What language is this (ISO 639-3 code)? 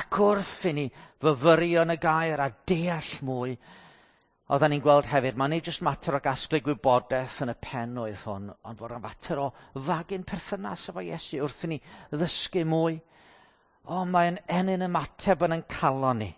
cym